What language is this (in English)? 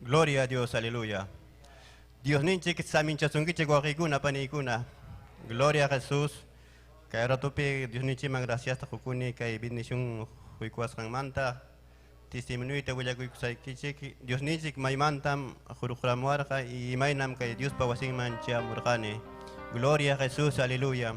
Ayacucho Quechua